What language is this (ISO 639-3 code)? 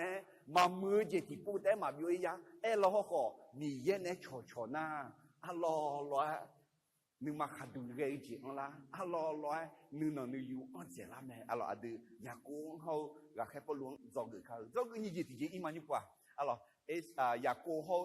ahk